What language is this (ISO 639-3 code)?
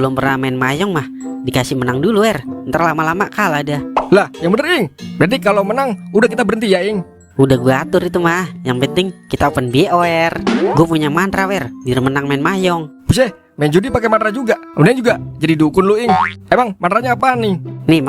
bew